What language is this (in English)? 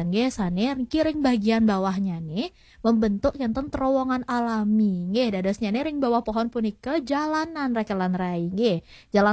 Balinese